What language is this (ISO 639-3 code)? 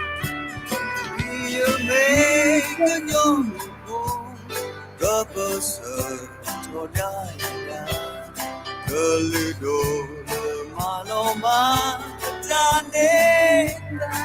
ksw